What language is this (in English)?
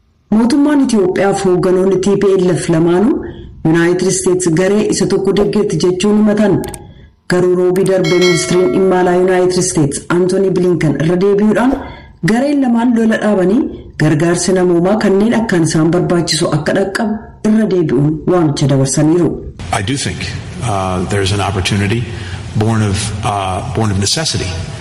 Oromo